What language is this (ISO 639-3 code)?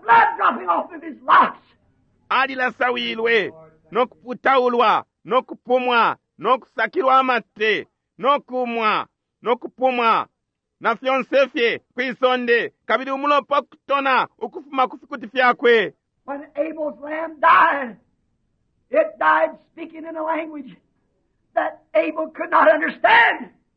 bem